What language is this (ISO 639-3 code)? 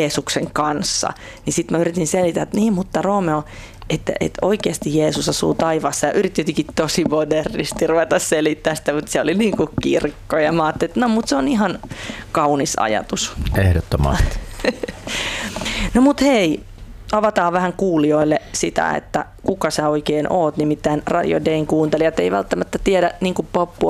fin